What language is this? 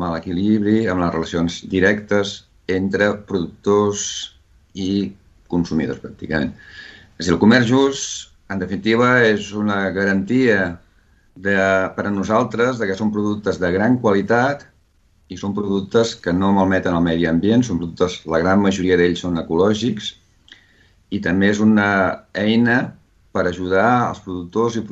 Catalan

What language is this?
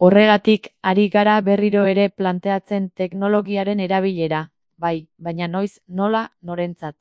Basque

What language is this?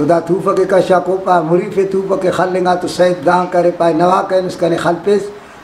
Brahui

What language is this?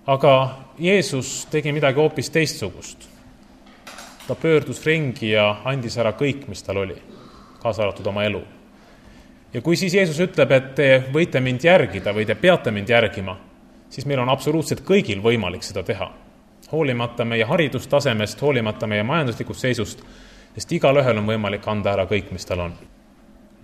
Estonian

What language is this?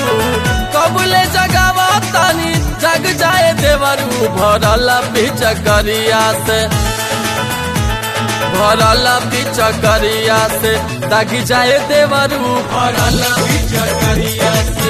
Bhojpuri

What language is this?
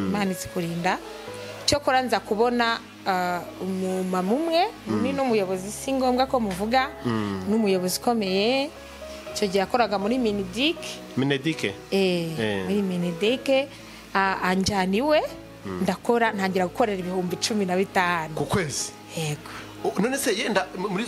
Kinyarwanda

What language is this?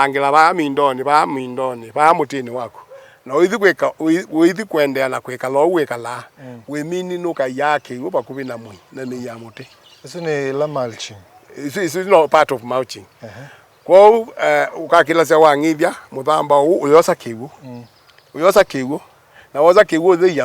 Kamba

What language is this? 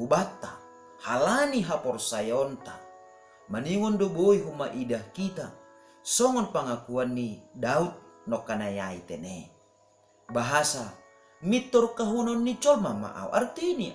Batak Simalungun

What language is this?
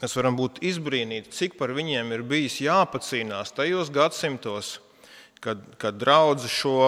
Latvian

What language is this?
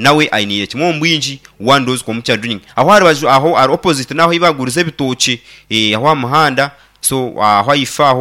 Nyankole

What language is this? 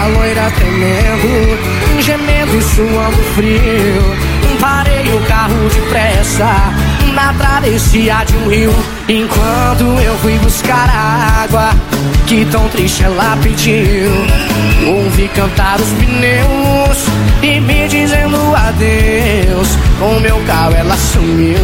Portuguese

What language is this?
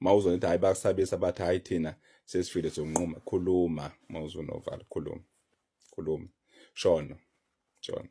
Zulu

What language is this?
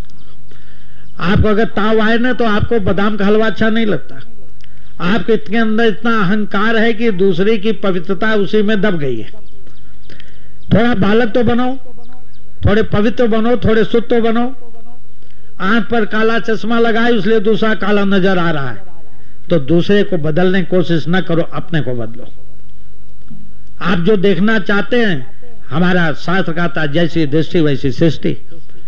Hindi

